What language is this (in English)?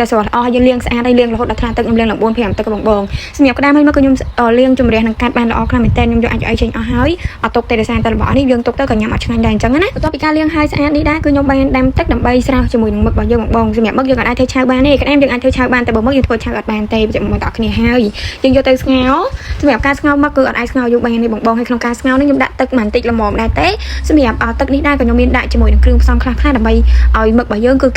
Khmer